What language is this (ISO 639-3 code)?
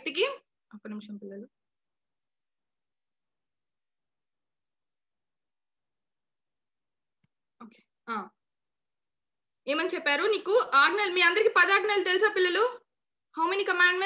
tel